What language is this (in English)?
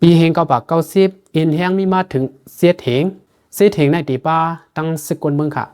Lao